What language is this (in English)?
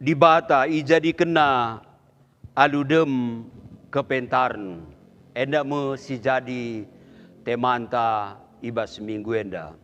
Batak Karo